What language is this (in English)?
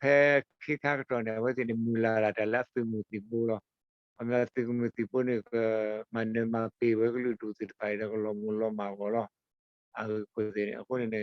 S'gaw Karen